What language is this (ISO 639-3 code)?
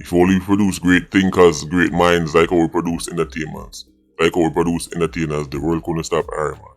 jam